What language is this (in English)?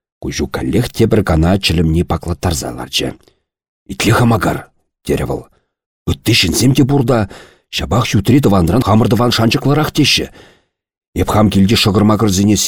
Chuvash